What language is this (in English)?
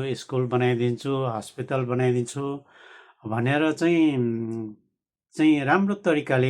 Nepali